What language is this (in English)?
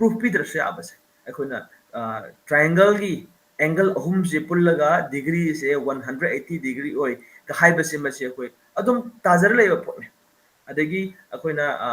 Manipuri